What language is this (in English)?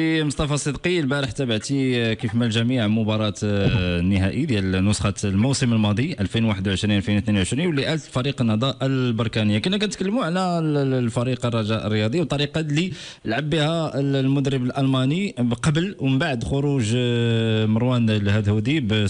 Moroccan Arabic